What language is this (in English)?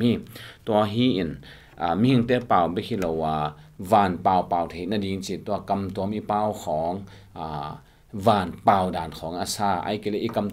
Tedim Chin